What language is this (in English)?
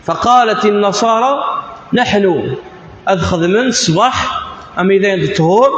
Kabyle